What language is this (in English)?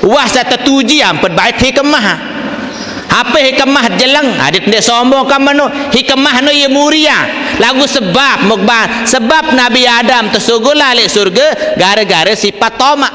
Sasak